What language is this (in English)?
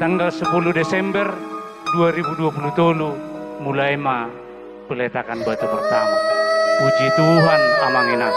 Batak Toba